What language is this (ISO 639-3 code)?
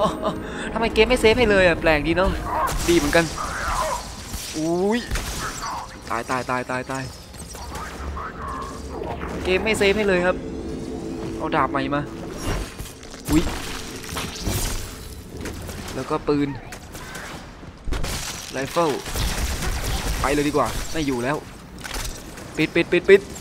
tha